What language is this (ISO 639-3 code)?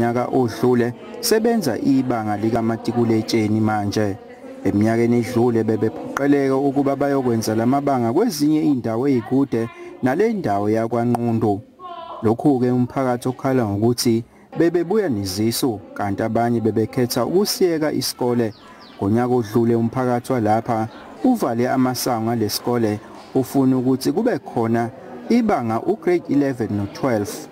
zul